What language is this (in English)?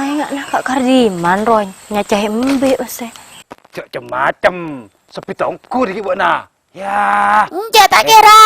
Madurese